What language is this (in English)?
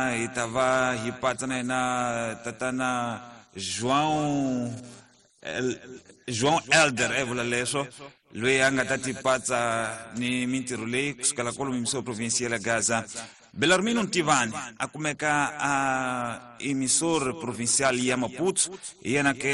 Tsonga